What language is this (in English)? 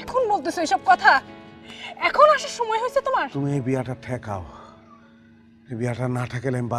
Bangla